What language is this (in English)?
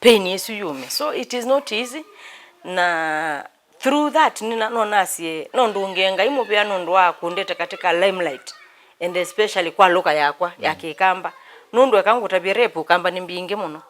Kamba